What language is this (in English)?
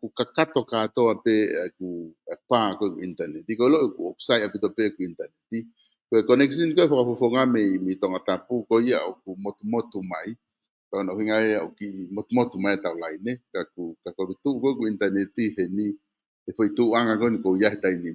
Tongan